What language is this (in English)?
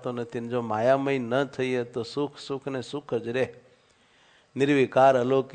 Gujarati